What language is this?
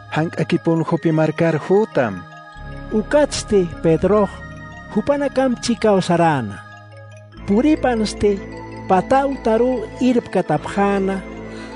Aymara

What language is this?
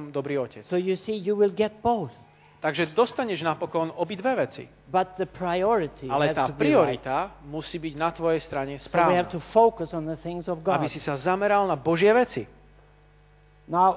Slovak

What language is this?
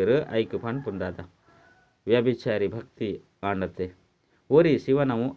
Tulu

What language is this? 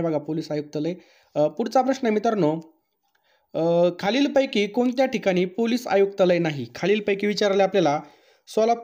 Marathi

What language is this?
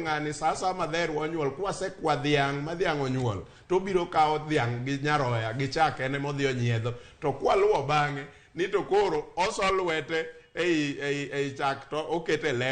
Luo (Kenya and Tanzania)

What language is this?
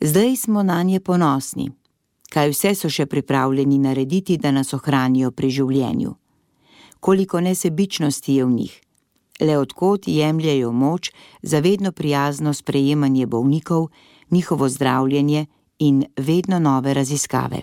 Slovenian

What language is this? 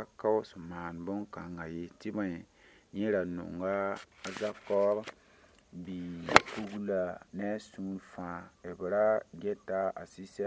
Mossi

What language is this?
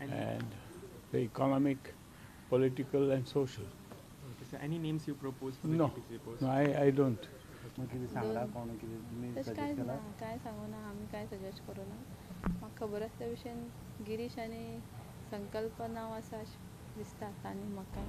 Konkani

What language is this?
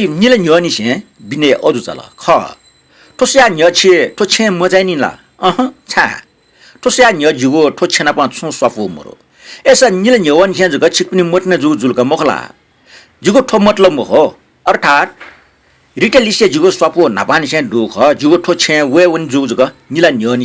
Newari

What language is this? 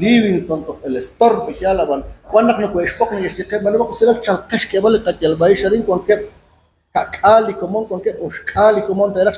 Kekchí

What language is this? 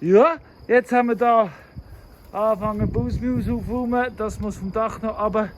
Swiss German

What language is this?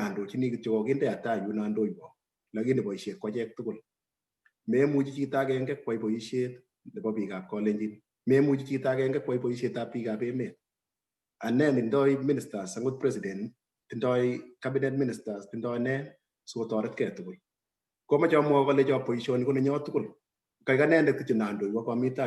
Kalenjin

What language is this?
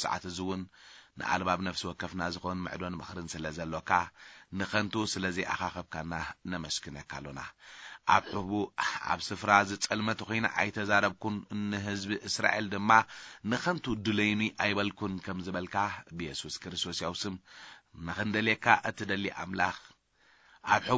Tigrinya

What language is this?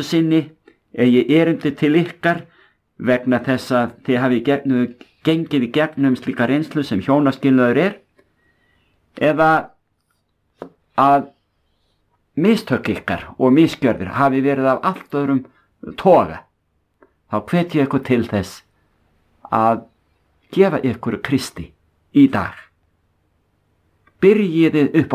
Icelandic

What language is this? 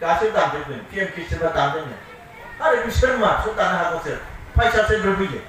Bodo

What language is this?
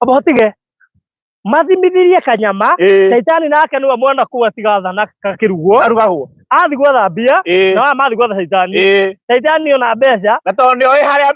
Kikuyu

